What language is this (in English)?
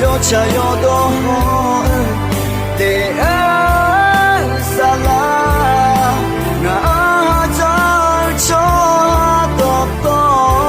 Akha